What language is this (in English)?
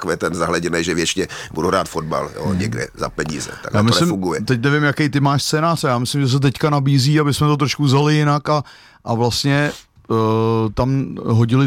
Czech